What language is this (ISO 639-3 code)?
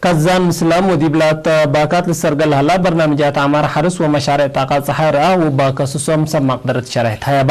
tig